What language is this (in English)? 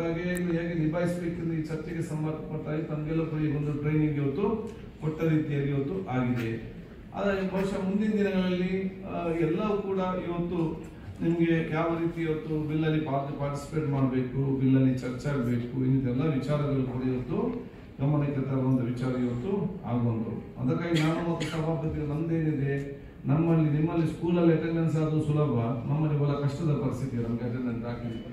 Kannada